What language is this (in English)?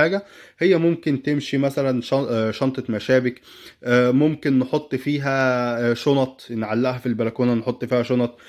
Egyptian Arabic